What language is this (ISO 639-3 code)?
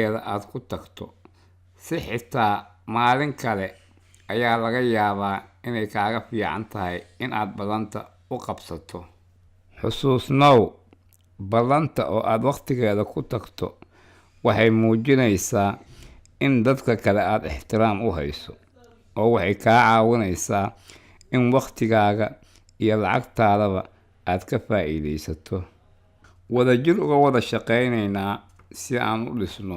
som